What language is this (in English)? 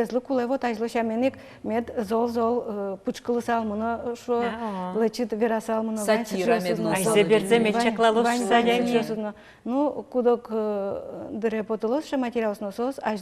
Udmurt